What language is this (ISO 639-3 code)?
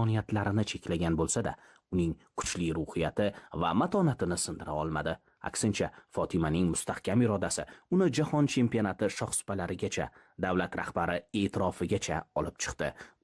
uzb